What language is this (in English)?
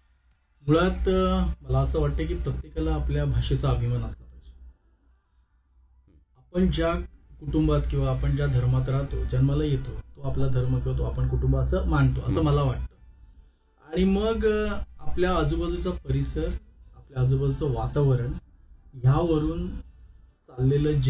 Marathi